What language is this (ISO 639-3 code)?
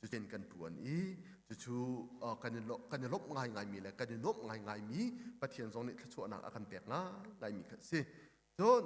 cnh